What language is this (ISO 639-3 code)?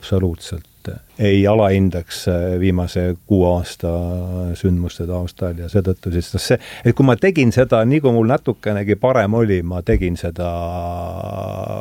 est